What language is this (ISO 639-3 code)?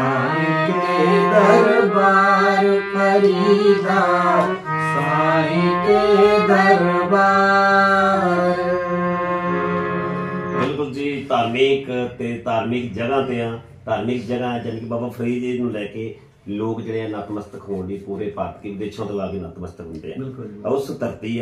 pan